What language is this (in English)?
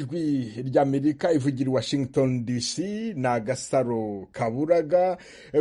Kinyarwanda